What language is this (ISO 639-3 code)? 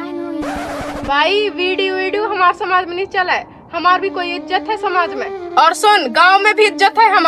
hne